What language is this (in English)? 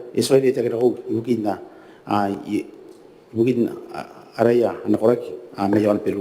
Gilbertese